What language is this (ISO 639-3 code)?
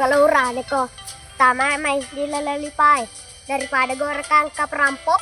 bug